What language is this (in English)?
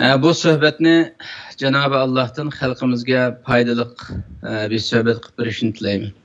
Uyghur